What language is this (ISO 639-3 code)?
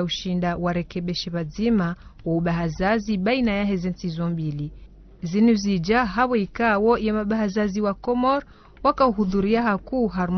zdj